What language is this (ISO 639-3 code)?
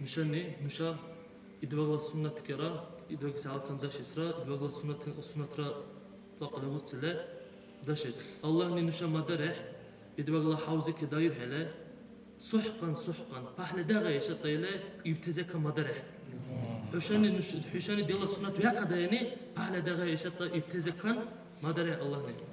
dar